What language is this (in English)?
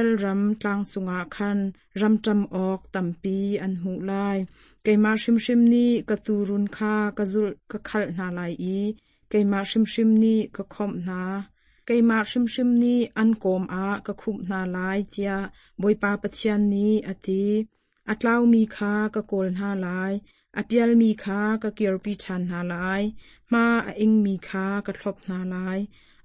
Hakha Chin